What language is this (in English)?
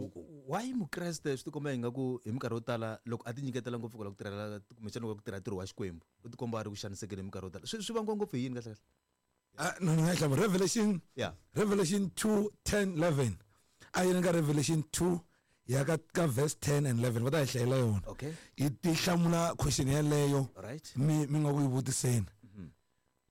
Tsonga